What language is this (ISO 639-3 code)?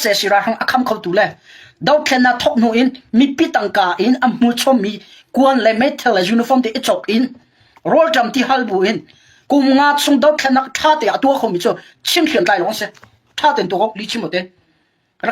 cnh